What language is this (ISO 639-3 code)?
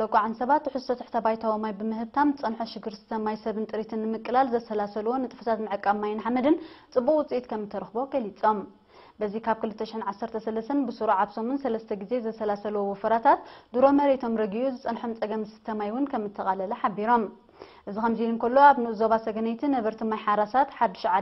tir